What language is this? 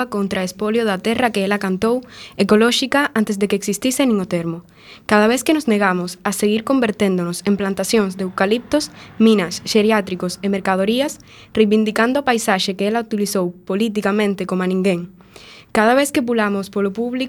Galician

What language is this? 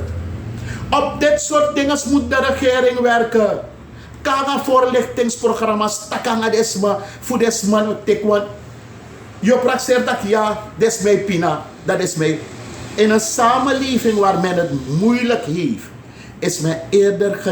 Sranan Tongo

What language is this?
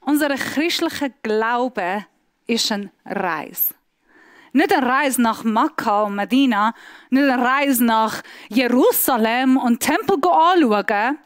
Swiss German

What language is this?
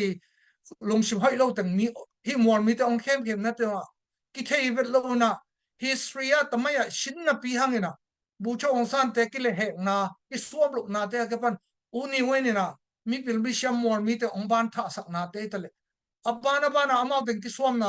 Tedim Chin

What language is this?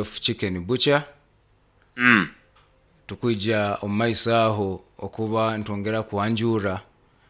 Nyoro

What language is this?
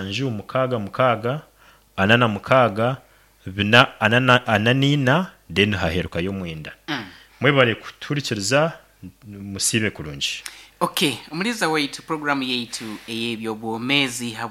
Nyankole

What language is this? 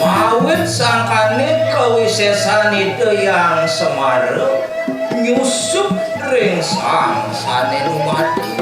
Balinese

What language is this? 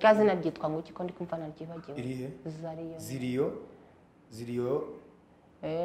Kinyarwanda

